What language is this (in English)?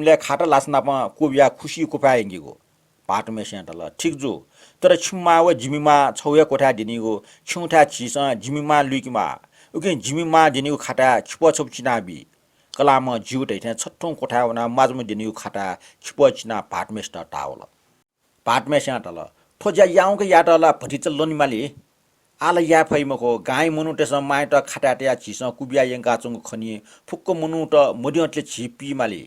Newari